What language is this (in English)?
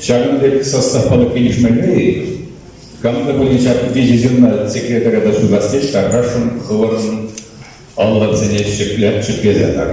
Chuvash